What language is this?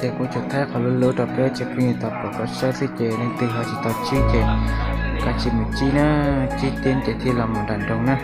Hmong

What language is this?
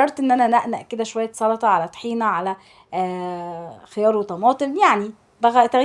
Egyptian Arabic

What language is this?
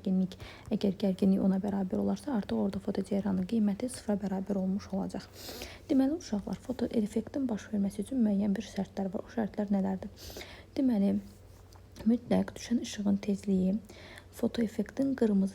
Azerbaijani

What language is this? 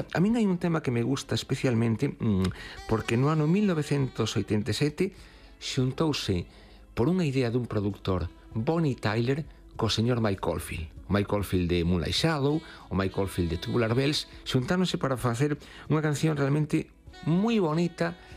Galician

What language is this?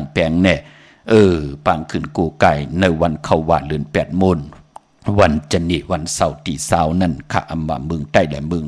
Shan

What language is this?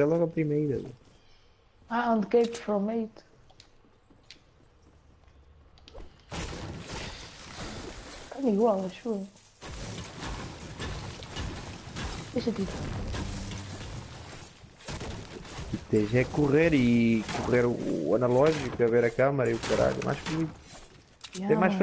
Portuguese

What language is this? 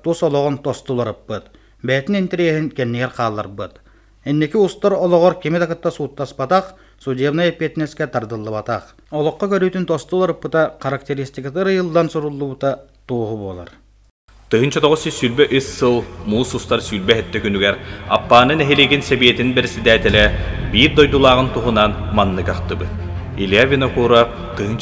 Yakut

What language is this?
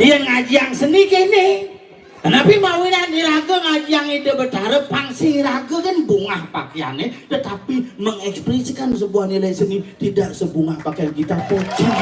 Balinese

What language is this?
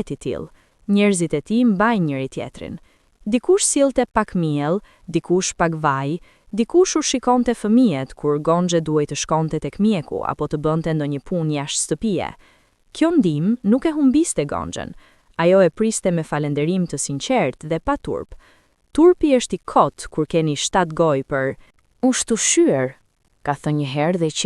Albanian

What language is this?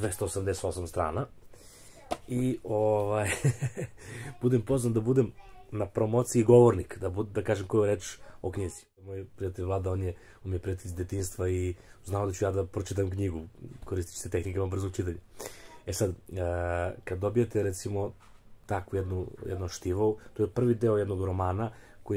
Serbian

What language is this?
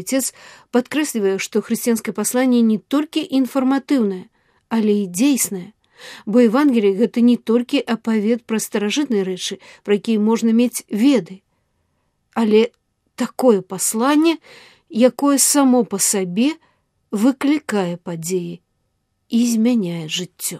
Belarusian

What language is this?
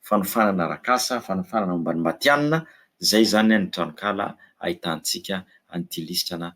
Malagasy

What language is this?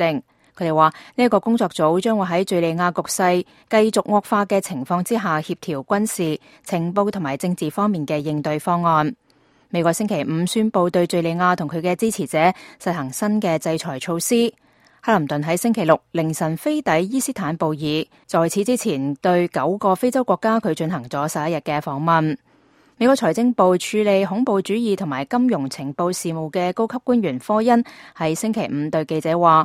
Cantonese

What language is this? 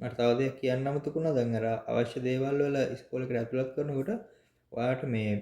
Sinhala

